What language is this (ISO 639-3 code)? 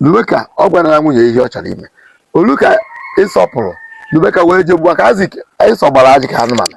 ibo